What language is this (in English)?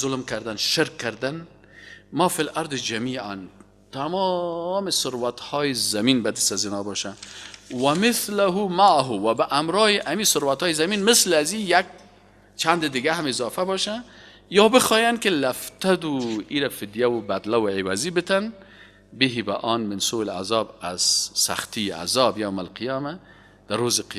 Persian